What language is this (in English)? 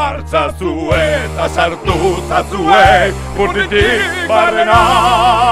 Basque